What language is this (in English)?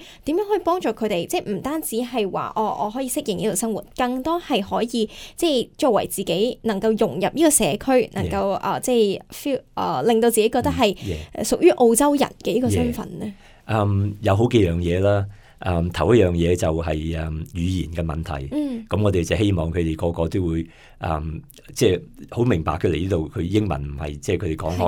Cantonese